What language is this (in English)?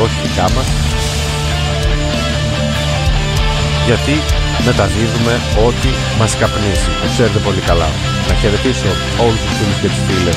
Greek